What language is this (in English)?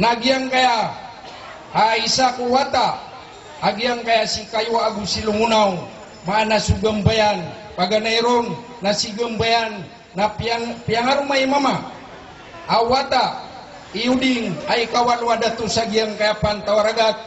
Maranao